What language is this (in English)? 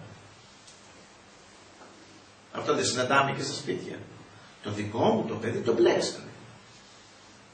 Greek